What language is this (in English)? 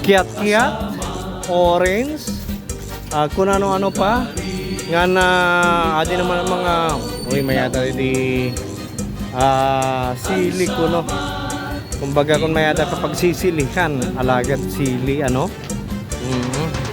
Waray